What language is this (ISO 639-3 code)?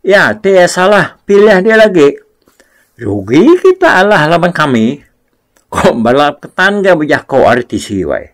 iba